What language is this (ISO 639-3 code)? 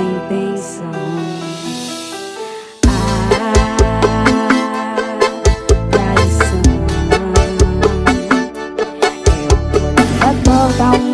por